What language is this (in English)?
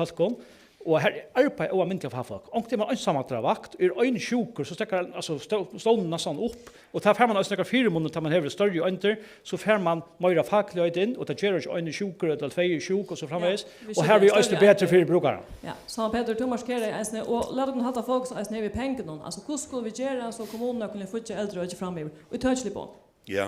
Faroese